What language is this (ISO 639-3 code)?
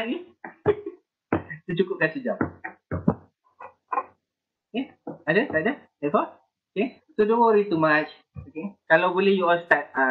msa